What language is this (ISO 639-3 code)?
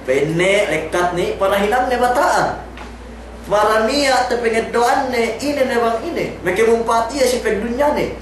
yka